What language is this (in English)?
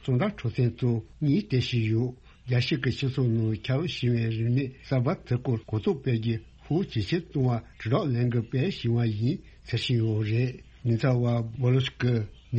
Tibetan